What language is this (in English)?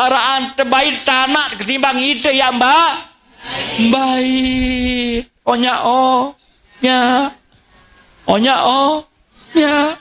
Sasak